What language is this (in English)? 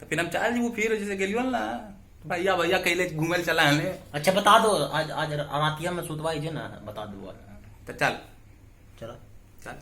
Magahi